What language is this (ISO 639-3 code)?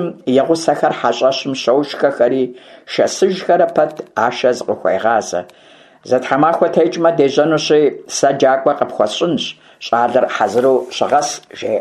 kbd